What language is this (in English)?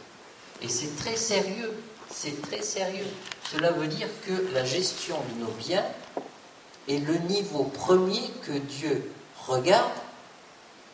French